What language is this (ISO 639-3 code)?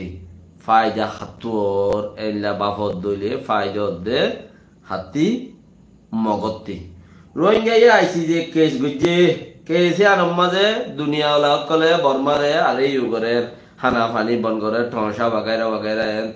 rhg